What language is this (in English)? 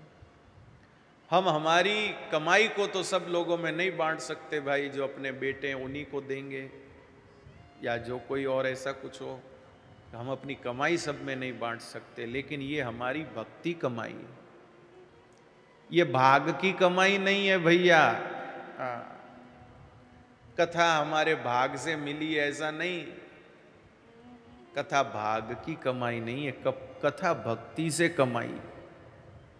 Hindi